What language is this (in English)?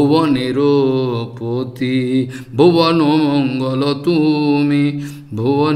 Bangla